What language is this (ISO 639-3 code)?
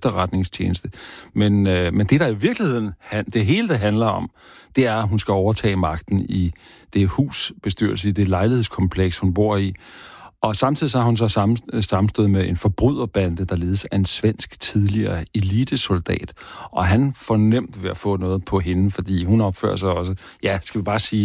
dan